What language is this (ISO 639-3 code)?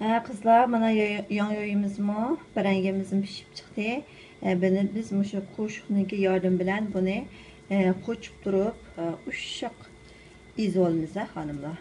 uig